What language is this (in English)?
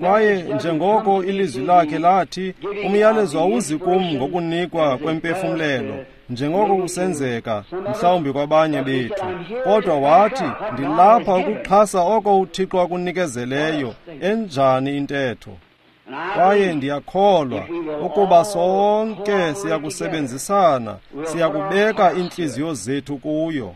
Xhosa